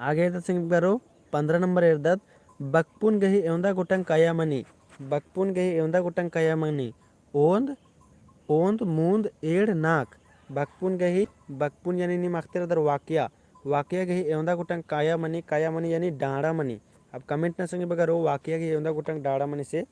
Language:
Kurukh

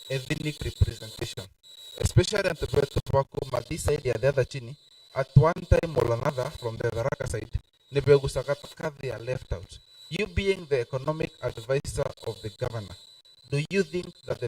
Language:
Meru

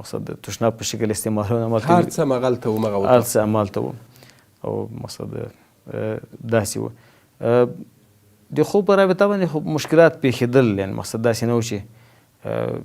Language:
Pashto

